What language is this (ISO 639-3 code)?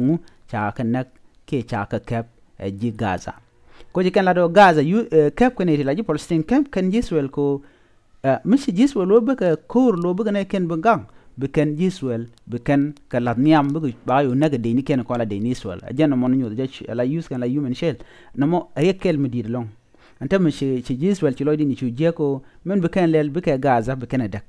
nus